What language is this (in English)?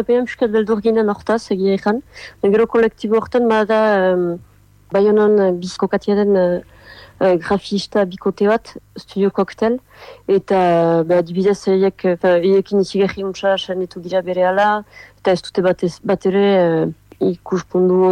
Basque